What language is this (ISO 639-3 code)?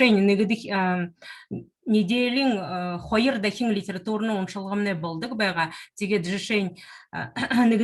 bua